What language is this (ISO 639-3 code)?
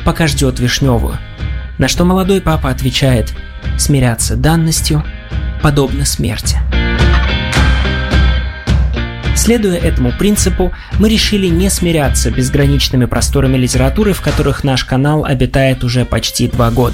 rus